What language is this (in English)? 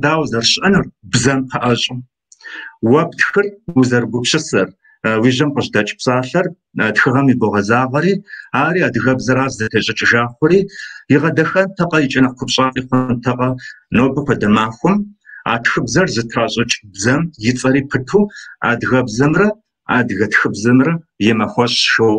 Kabardian